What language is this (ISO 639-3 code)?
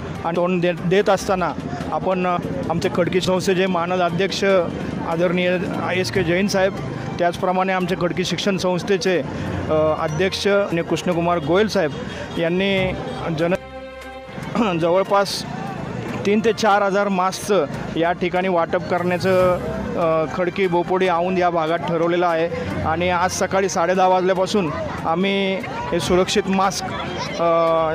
mar